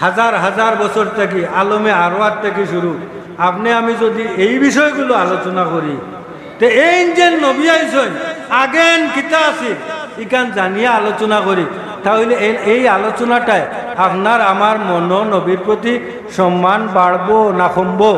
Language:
Sylheti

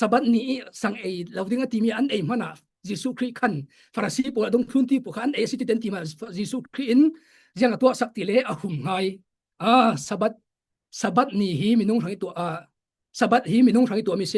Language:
Falam Chin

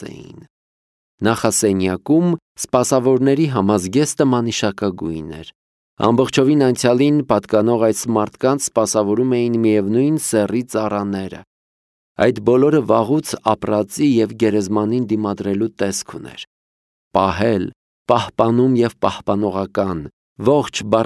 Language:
Armenian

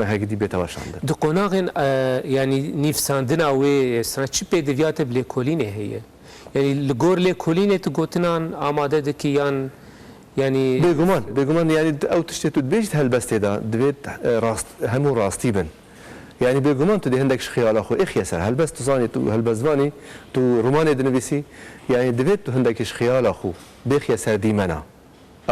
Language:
Kurdish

